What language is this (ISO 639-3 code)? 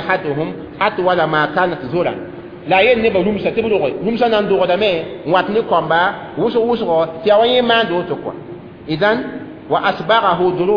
mos